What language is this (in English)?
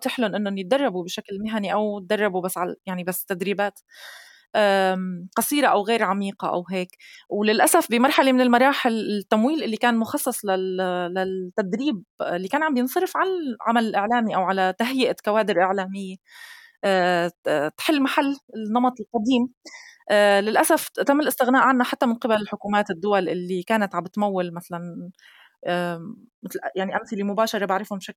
North Levantine Arabic